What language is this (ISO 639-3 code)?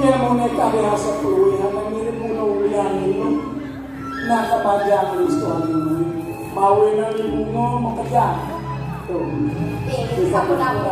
ban